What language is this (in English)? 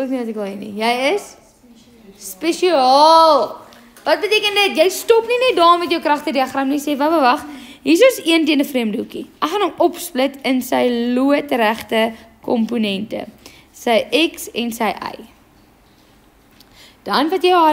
Afrikaans